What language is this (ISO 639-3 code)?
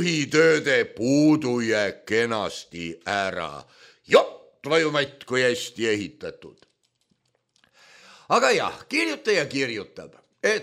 est